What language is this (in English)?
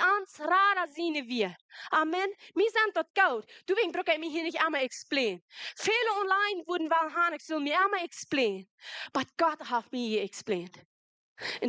Plautdietsch